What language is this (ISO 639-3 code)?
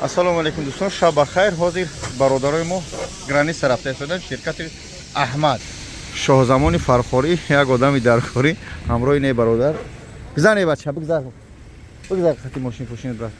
tgk